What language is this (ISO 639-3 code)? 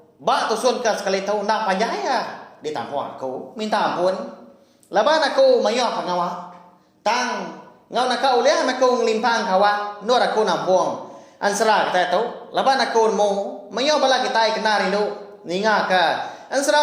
iba